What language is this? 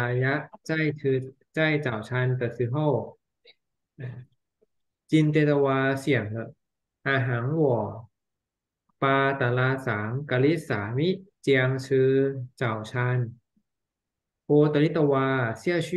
Chinese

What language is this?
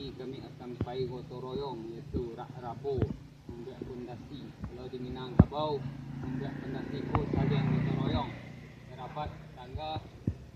Minangkabau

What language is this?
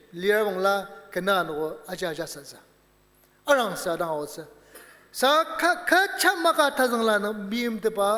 Ao Naga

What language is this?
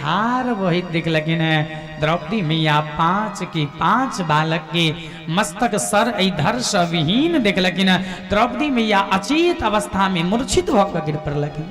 Maithili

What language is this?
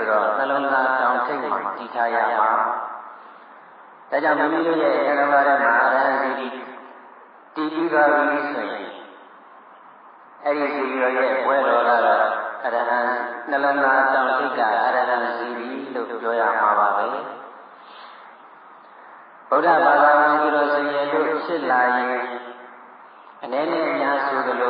Burmese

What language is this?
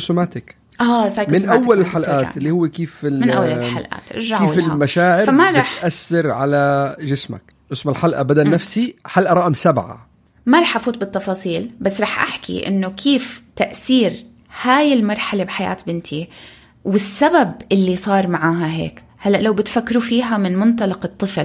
North Levantine Arabic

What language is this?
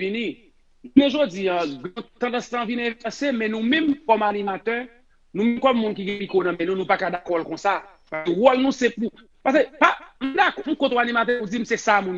Haitian Creole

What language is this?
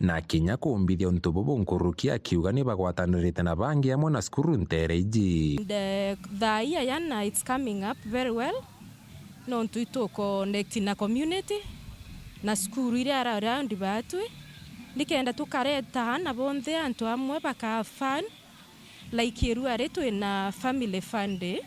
Meru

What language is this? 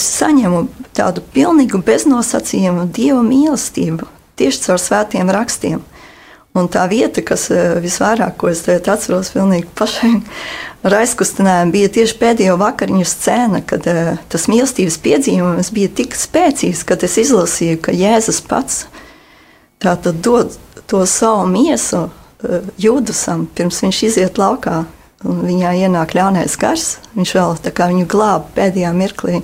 Latvian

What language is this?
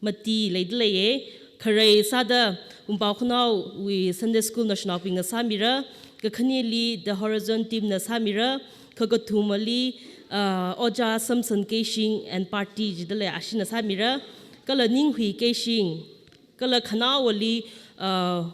Tangkhul Naga (India)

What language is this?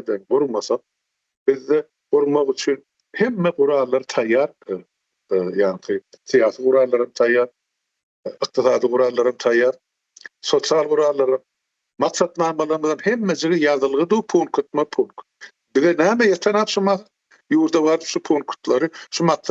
Turkmen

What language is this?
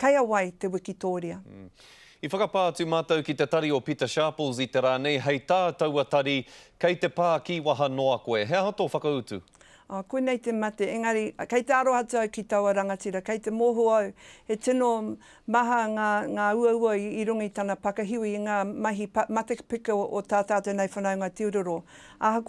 Māori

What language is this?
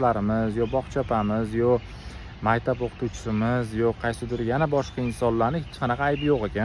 Uzbek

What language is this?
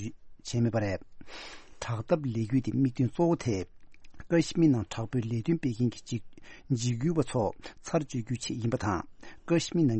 Tibetan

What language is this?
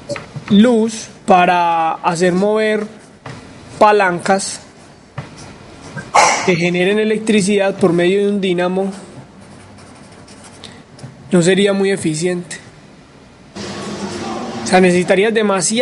Spanish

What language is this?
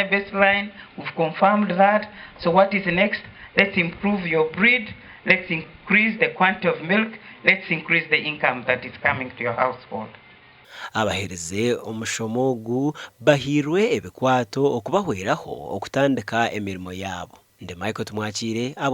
Nyankole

